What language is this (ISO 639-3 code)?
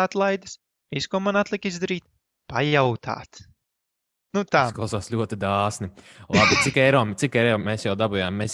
lav